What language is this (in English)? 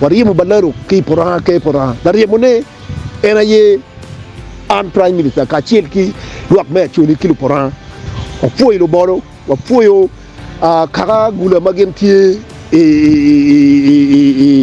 Acoli